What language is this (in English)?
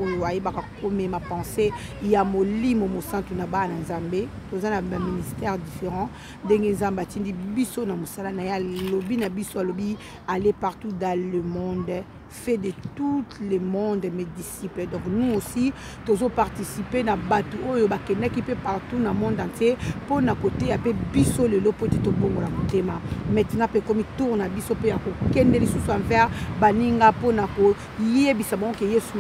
Lingala